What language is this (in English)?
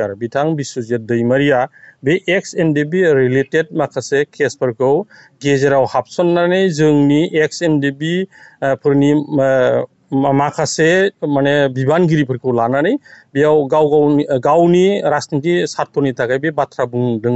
Bodo